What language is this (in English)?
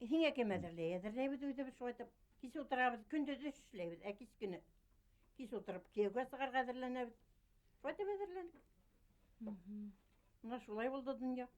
Bashkir